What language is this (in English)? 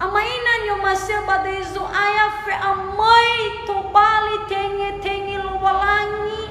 Nias